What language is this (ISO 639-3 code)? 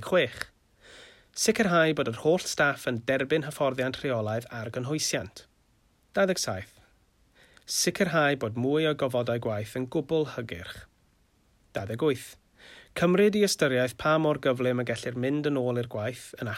cym